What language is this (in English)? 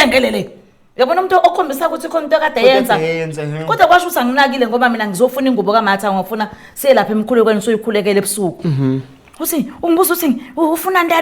Zulu